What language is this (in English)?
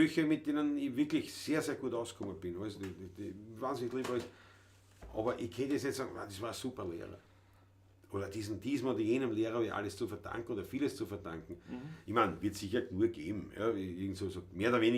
Bavarian